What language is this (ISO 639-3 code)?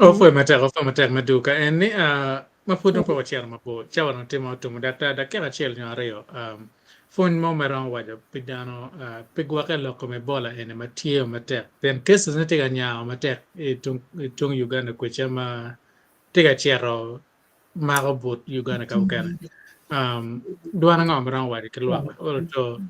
ach